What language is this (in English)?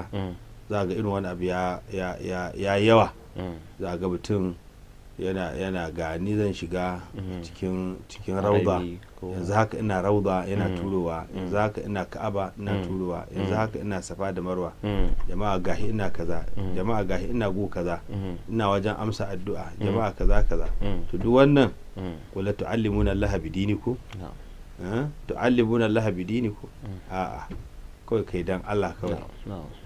Hausa